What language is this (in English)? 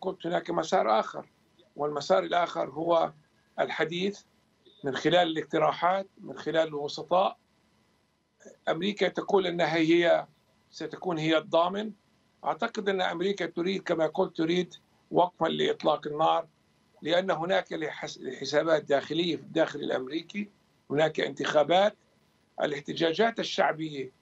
Arabic